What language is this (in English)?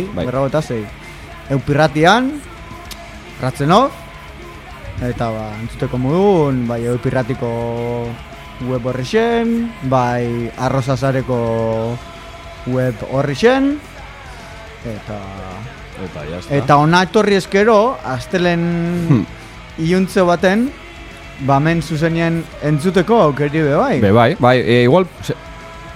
Basque